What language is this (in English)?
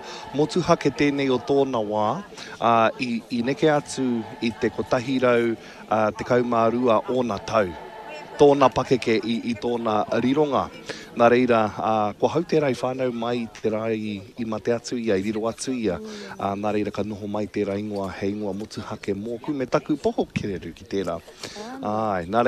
Māori